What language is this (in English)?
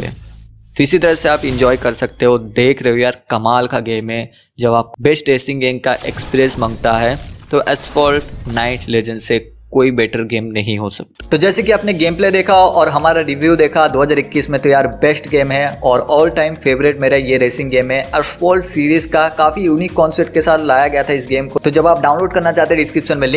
Hindi